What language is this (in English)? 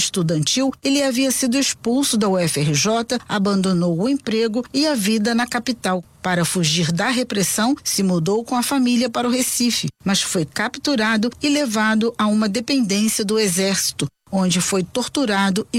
Portuguese